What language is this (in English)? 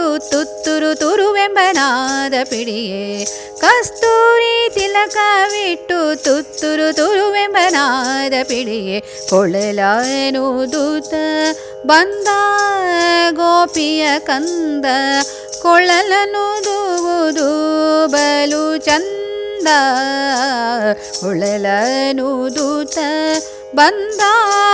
Kannada